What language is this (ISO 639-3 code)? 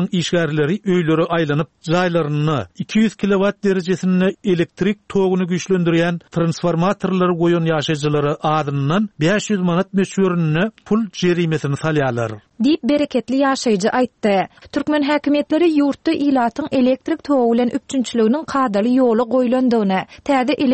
tuk